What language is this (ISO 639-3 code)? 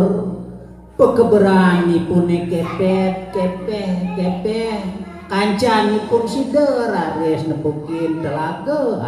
ban